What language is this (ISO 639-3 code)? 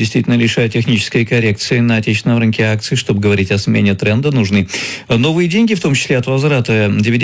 rus